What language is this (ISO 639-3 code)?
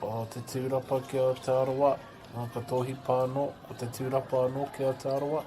mri